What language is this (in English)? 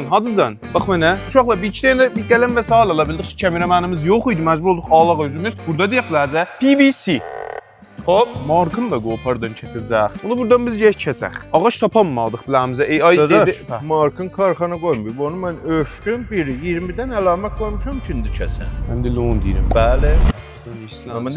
South Azerbaijani